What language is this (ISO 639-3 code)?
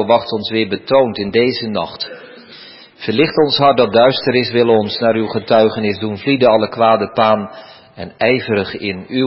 nld